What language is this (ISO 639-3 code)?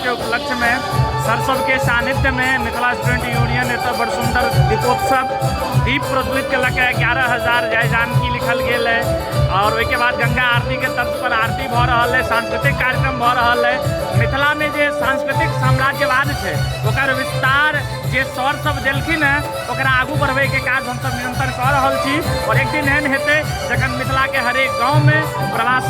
mai